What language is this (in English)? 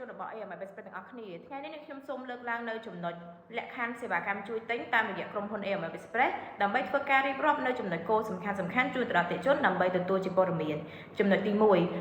Khmer